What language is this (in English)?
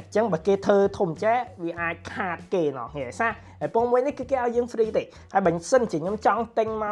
Khmer